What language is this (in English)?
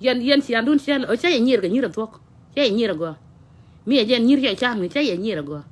Nuer